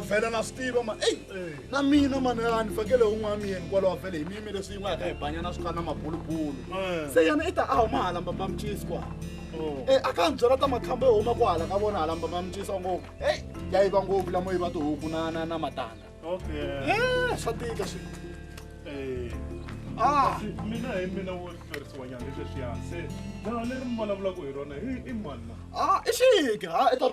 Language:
Tsonga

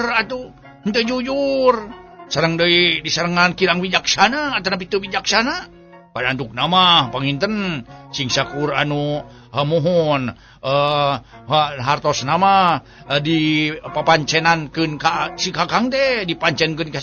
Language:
Sundanese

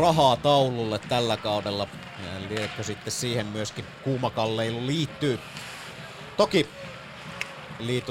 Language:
Finnish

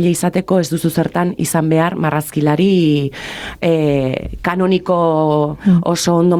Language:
Basque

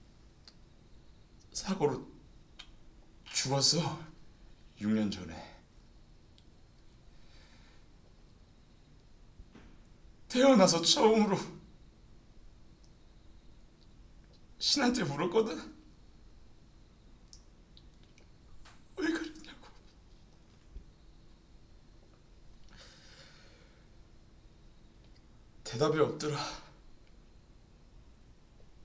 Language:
Korean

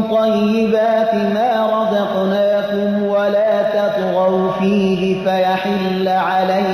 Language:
Persian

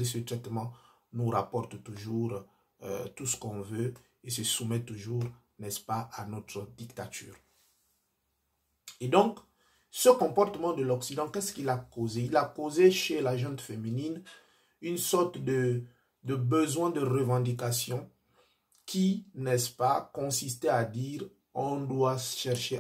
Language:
French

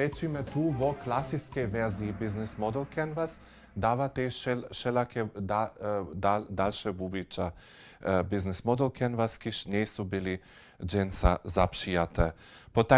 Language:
Upper Sorbian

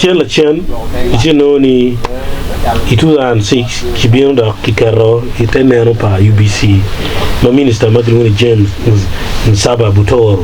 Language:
Acoli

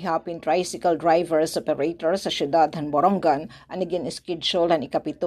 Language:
Waray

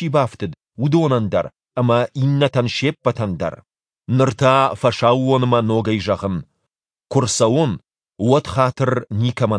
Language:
Ossetic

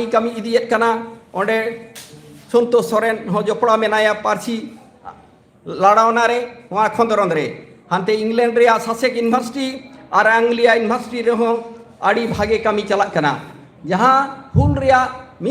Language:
Santali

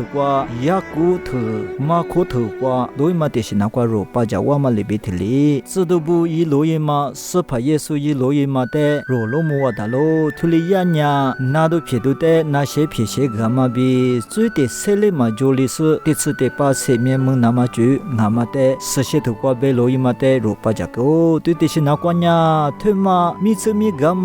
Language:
Lisu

